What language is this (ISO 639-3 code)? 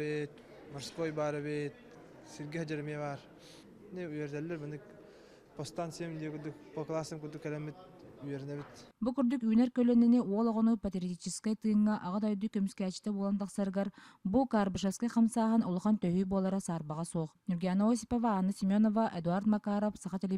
sah